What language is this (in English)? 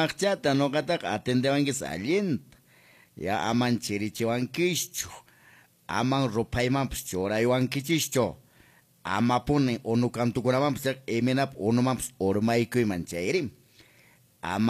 Quechua